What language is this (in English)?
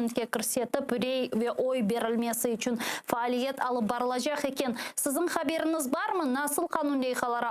Crimean Tatar